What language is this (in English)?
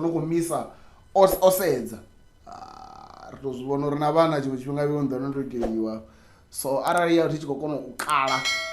Venda